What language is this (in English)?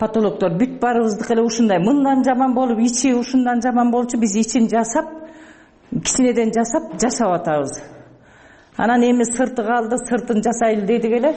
Kyrgyz